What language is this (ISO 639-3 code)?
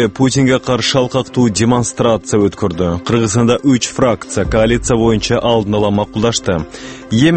kir